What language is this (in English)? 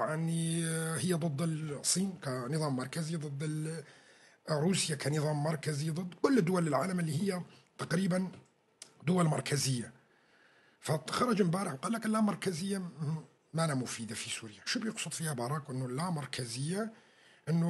North Levantine Arabic